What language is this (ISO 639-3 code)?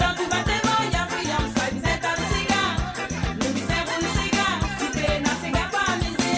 mfe